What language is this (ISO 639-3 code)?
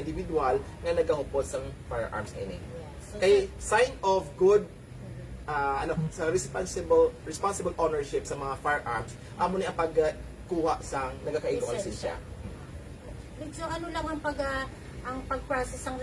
hil